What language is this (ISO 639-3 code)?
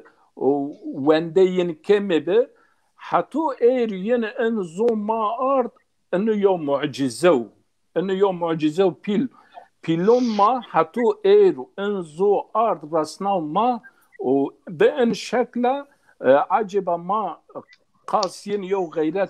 zza